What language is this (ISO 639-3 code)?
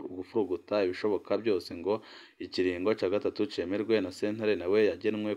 run